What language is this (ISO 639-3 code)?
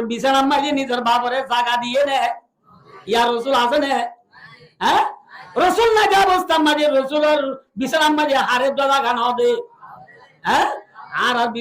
rhg